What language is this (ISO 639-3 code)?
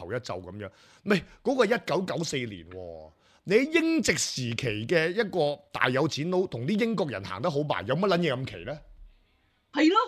yue